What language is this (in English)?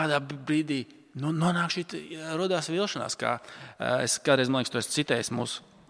Latvian